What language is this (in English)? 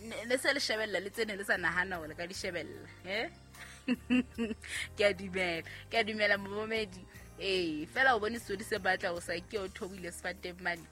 Southern Sotho